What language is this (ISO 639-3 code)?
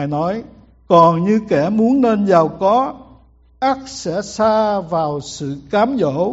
vie